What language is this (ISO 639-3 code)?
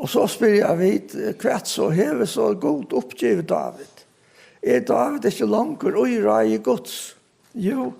fao